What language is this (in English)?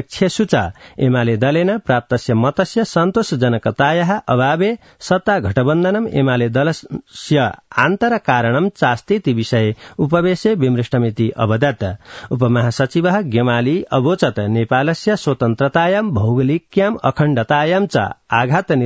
Sanskrit